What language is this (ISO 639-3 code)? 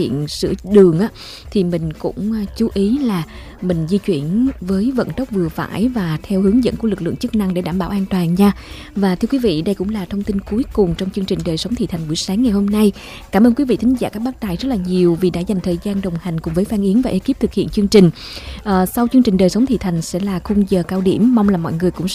vie